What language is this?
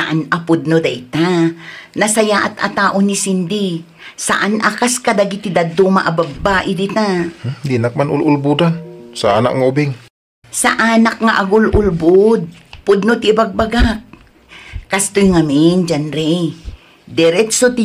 Iloko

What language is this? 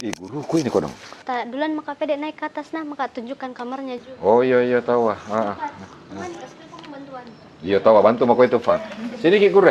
Makassar Malay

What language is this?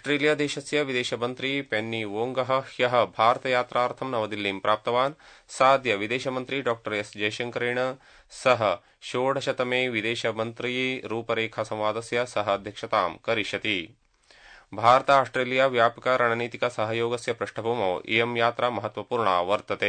Sanskrit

